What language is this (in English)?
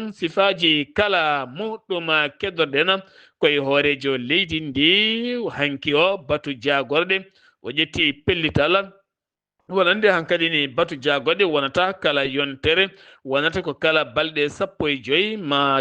Fula